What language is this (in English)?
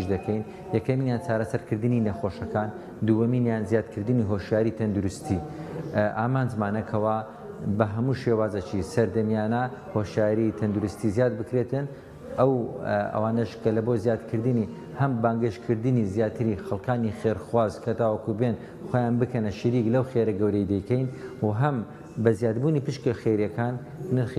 Central Kurdish